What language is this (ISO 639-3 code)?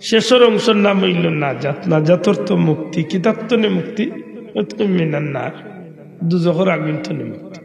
syl